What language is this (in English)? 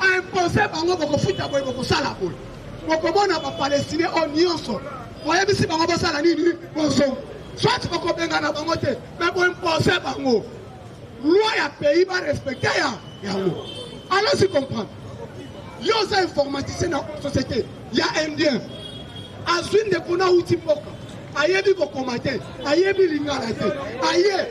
Lingala